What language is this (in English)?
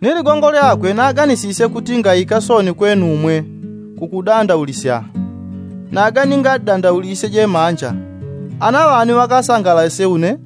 Yao